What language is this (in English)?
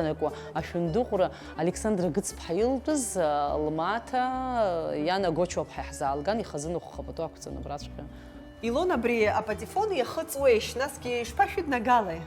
Abkhazian